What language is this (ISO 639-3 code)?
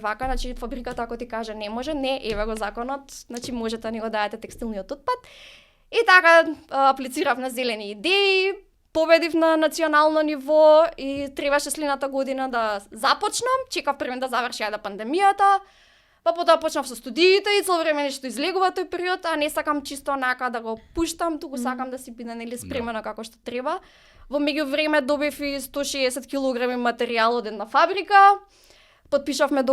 mkd